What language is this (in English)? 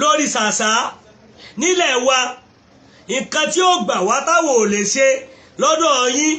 Yoruba